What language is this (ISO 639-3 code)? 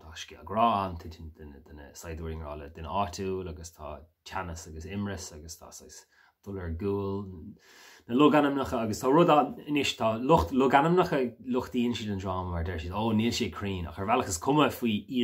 gle